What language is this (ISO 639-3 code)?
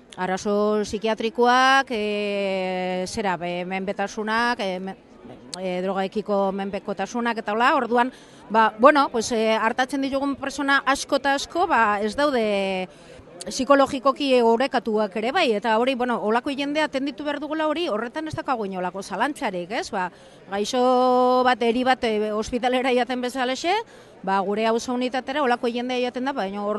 eus